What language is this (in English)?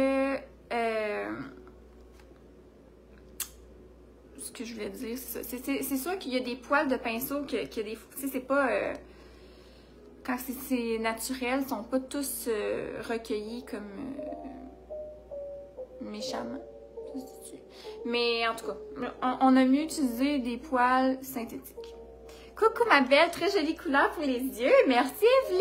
French